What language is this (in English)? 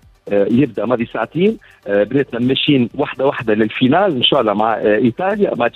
Tunisian Arabic